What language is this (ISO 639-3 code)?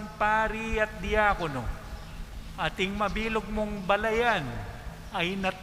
pam